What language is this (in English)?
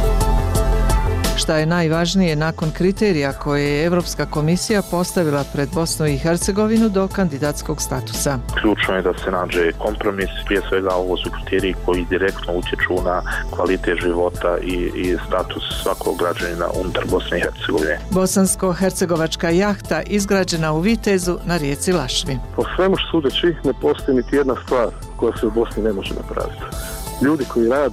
Bosnian